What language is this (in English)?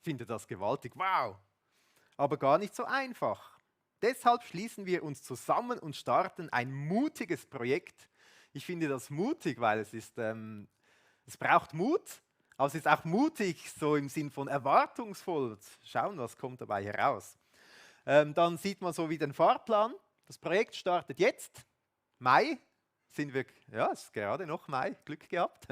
Swiss German